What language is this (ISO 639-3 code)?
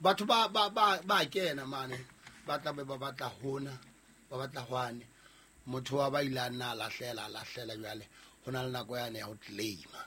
sot